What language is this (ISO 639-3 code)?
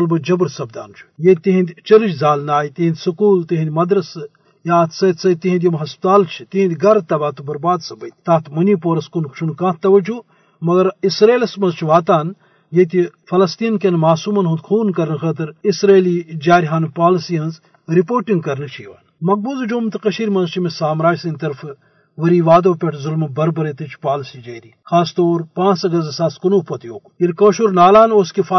kas